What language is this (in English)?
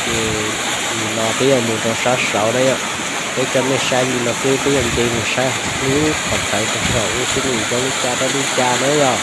Hmong